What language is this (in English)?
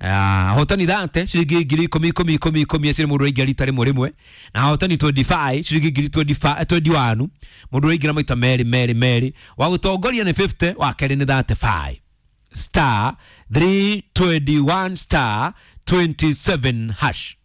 Kikuyu